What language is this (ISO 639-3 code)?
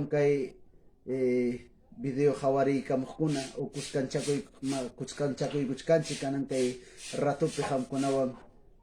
que